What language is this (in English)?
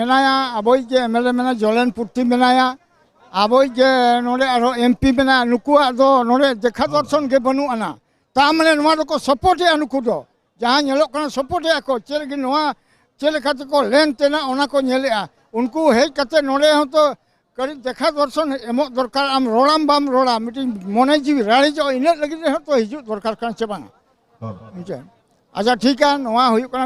Santali